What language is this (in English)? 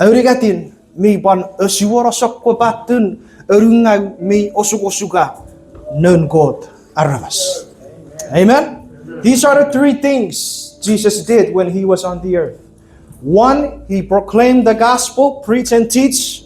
Chuukese